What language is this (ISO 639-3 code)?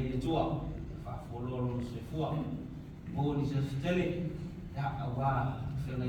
smo